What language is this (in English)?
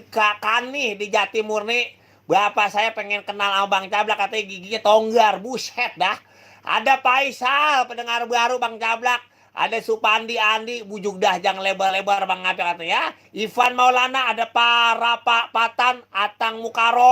Betawi